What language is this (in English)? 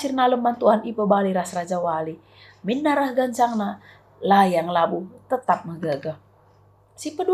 Batak Karo